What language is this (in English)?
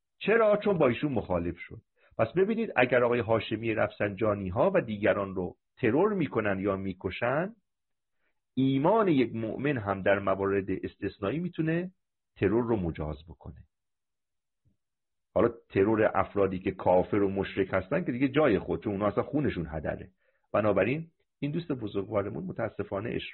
Persian